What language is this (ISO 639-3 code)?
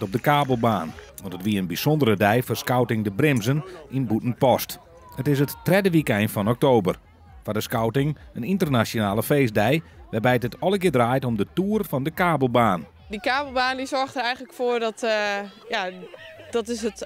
nld